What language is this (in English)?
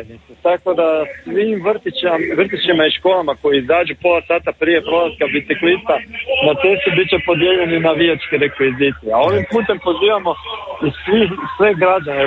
Croatian